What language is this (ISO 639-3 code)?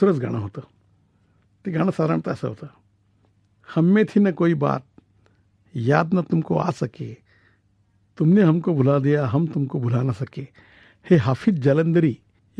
mar